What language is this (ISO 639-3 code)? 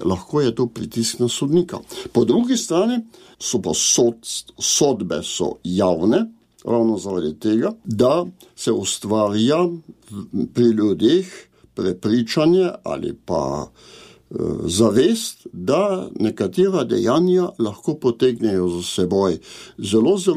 slv